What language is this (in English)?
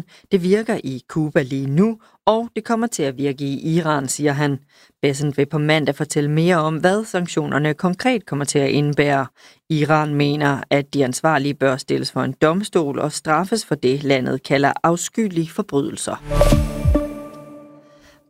Danish